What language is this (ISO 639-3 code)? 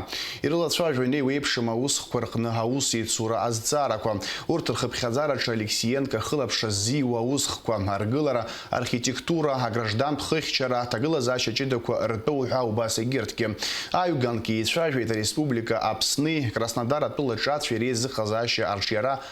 abk